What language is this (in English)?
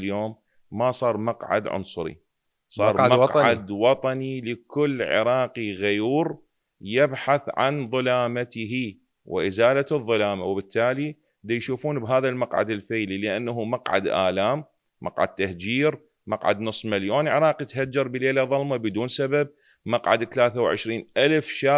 Mesopotamian Arabic